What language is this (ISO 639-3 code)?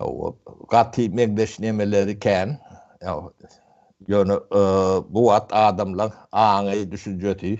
tuk